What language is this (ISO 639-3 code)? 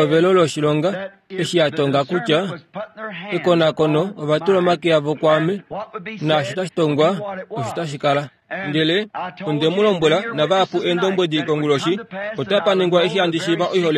kua